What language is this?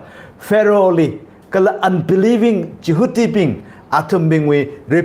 Tangkhul Naga (India)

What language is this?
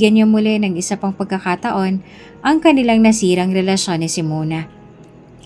Filipino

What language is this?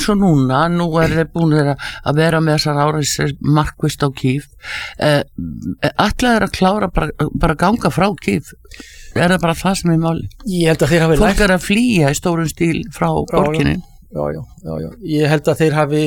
Icelandic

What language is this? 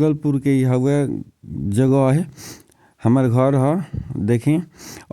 Bhojpuri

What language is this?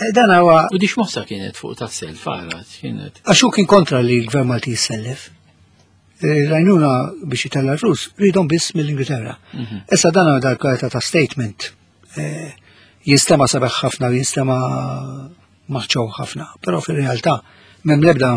Maltese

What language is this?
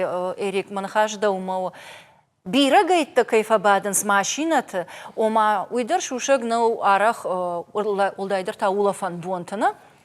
Ossetic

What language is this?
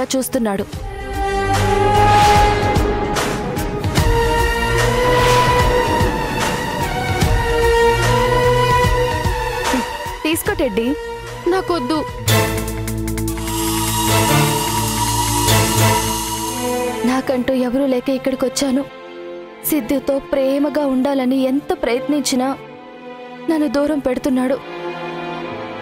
Telugu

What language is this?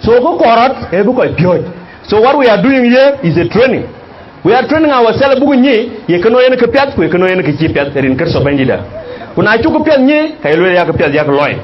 Dinka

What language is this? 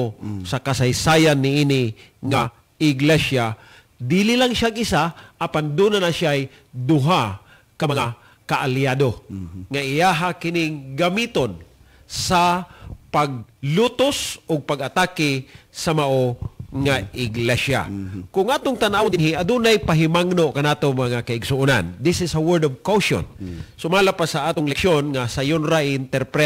Cebuano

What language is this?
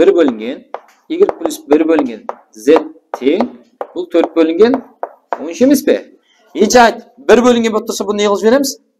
Kara-Kalpak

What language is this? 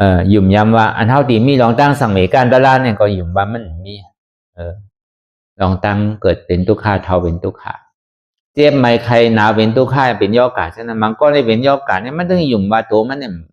Shan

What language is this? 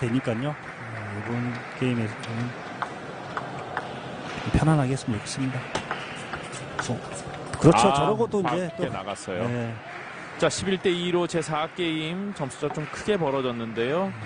Korean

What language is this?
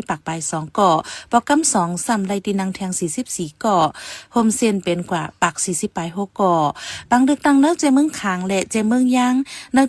Shan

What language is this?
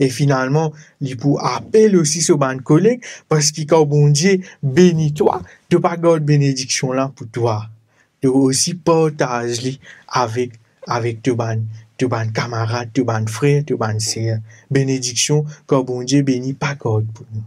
Morisyen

